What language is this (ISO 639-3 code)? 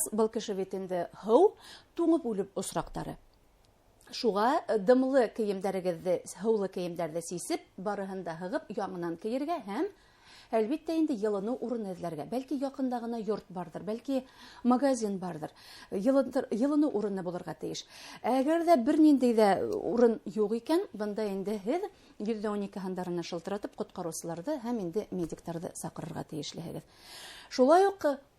bak